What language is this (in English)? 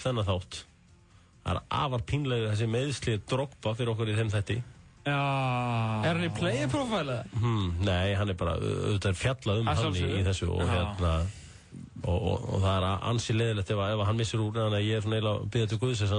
Icelandic